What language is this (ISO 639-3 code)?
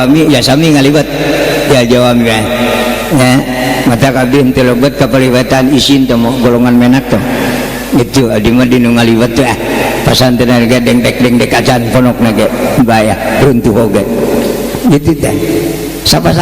sun